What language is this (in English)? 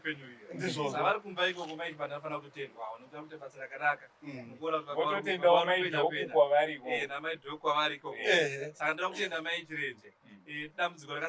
Shona